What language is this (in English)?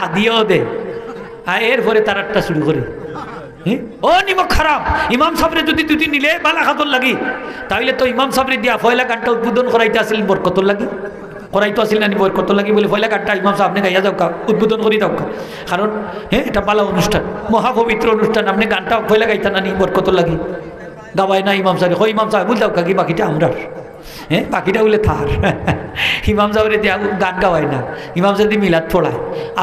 Sylheti